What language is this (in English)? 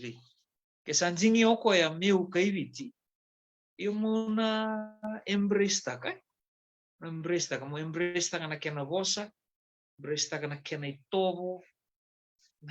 Fijian